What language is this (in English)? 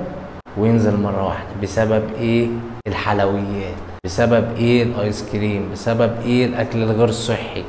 Egyptian Arabic